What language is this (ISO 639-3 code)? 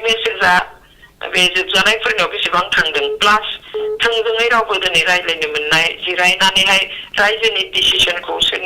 brx